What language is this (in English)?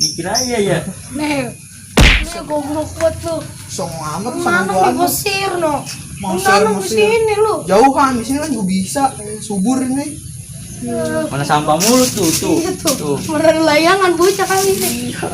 Betawi